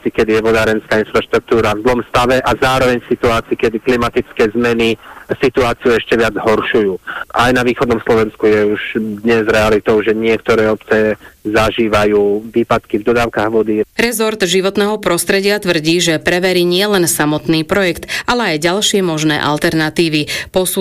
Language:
Slovak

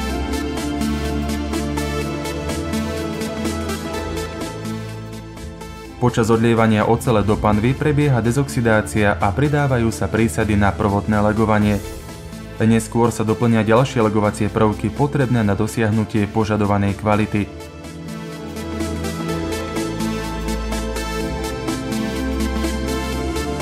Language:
Slovak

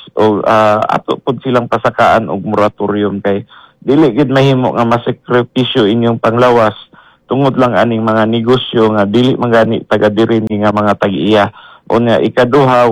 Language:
Cebuano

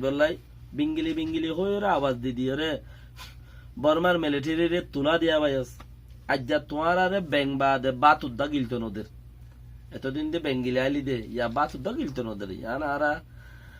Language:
Rohingya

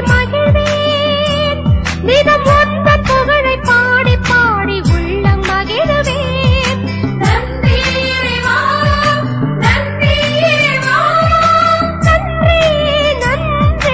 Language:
Tamil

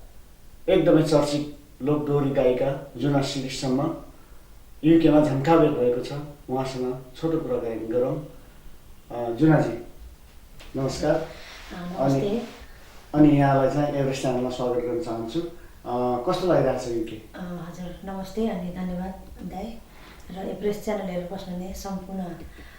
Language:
Nepali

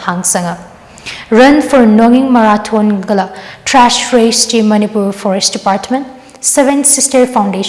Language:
Tangkhul Naga (India)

